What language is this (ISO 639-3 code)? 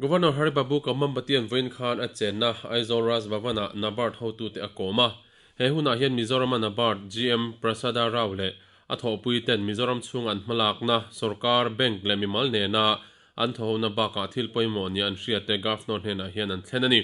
lus